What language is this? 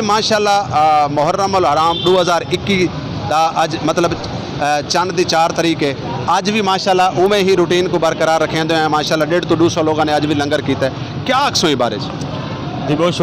Saraiki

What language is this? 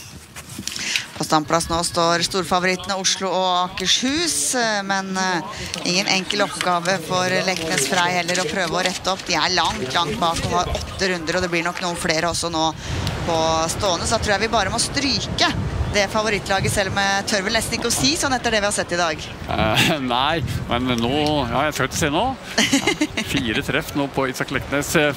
Norwegian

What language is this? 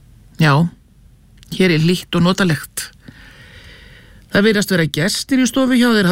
Icelandic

